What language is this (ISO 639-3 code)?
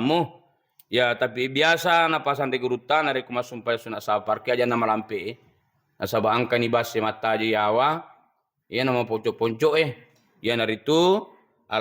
bug